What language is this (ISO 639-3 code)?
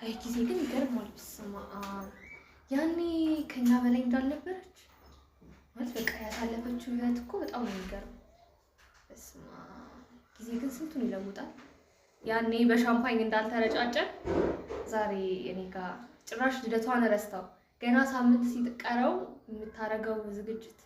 amh